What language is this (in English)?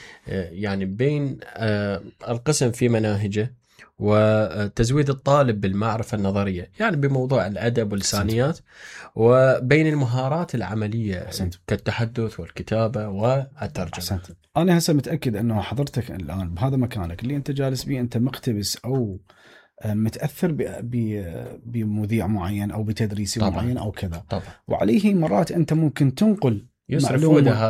Mesopotamian Arabic